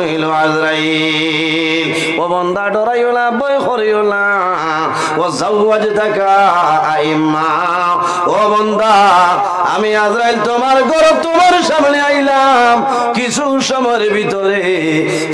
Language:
Sylheti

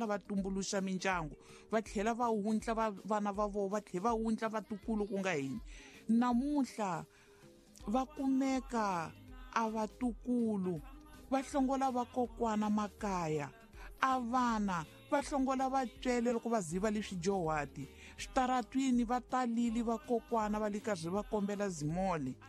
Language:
Tsonga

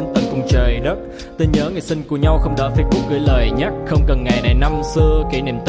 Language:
Vietnamese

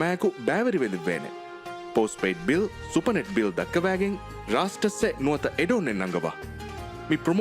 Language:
Divehi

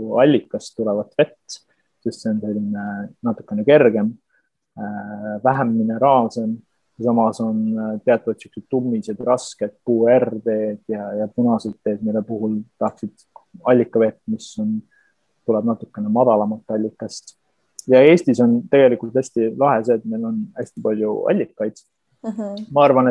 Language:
Estonian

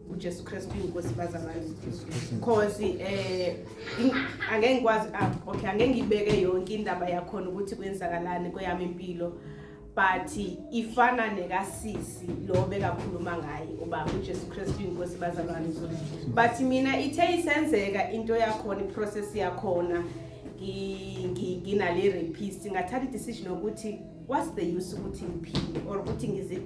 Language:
Zulu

